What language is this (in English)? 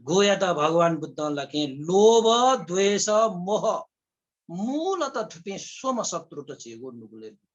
Newari